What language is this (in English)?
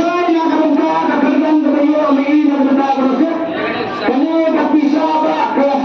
Khasi